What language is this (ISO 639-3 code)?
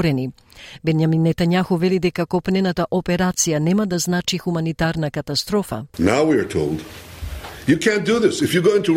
mkd